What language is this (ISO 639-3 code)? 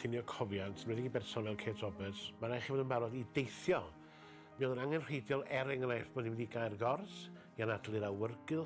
cym